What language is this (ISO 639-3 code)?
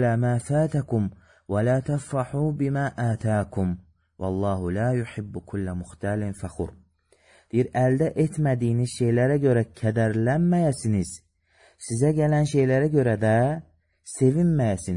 aze